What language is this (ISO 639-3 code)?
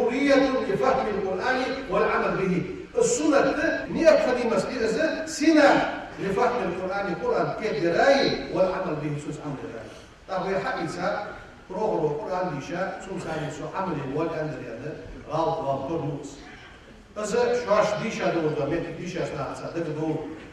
inh